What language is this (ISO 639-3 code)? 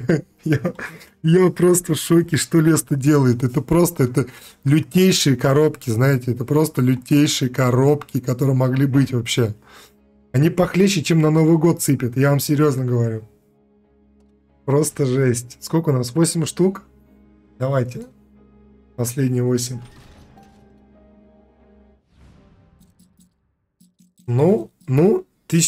rus